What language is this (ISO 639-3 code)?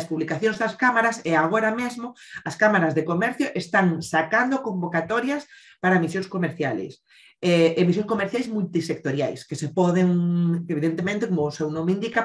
glg